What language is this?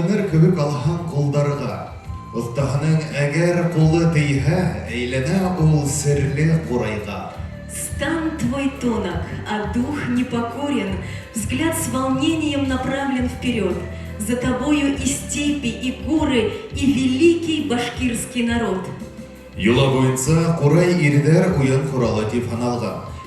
Bashkir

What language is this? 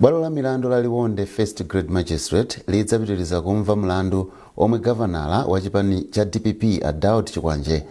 Nyanja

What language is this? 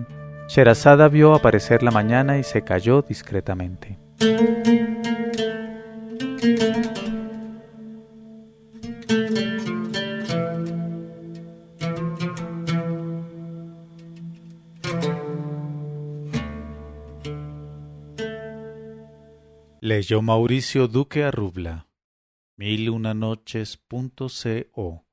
Spanish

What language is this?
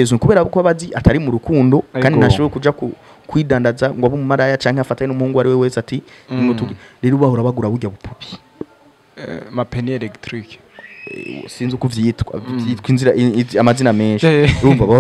Rundi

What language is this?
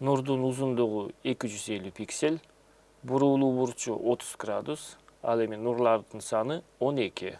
Kyrgyz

